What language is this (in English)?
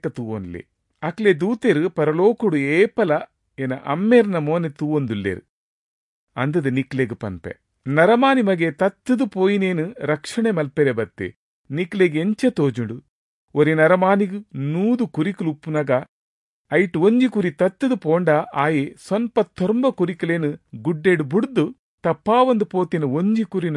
Tulu